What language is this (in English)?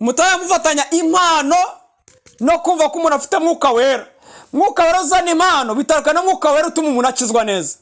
Kinyarwanda